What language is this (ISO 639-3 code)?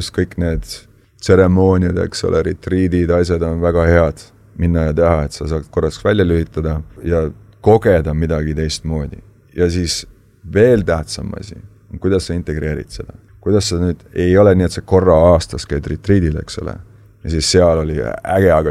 est